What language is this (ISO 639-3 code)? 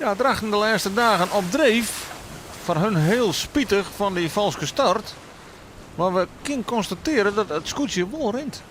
fry